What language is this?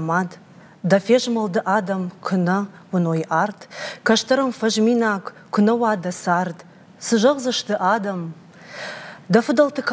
Ossetic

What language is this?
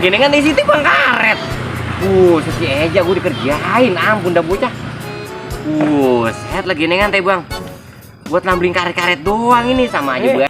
Betawi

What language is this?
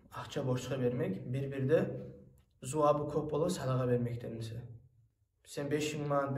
Kumyk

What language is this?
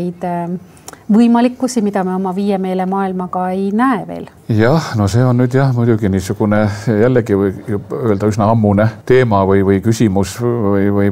Estonian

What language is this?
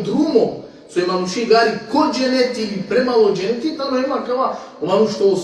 Balkan Romani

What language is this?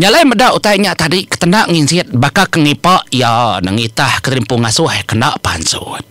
Iban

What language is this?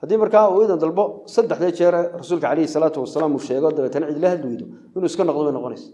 Somali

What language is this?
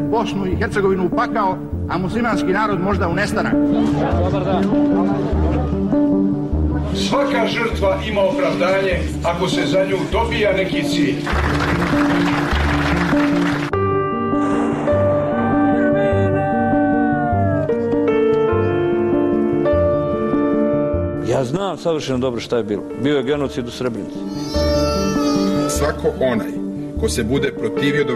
Bosnian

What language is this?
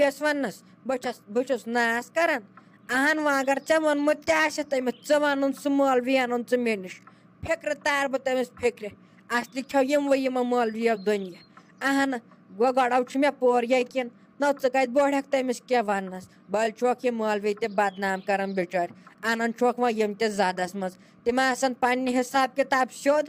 Kashmiri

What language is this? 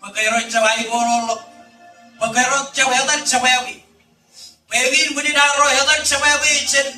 Marshallese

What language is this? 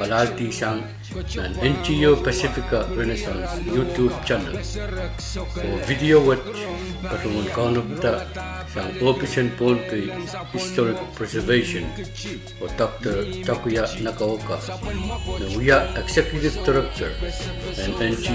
Pohnpeian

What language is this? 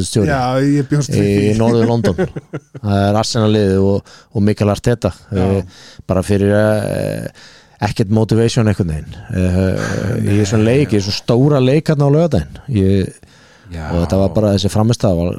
Icelandic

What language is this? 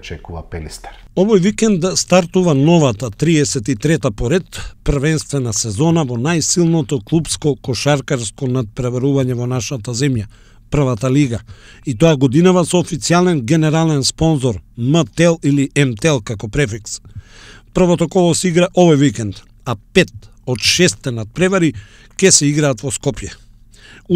Macedonian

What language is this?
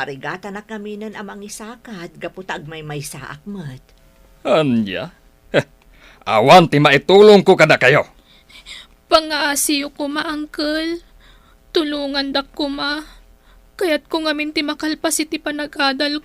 Iloko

